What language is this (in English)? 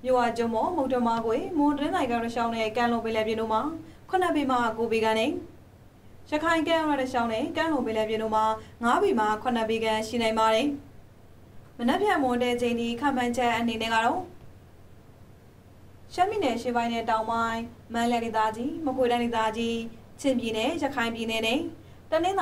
Burmese